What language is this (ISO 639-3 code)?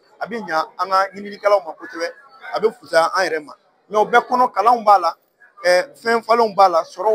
bam